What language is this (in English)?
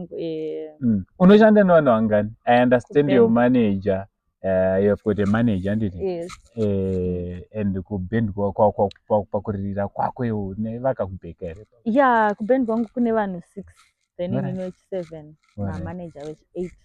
Shona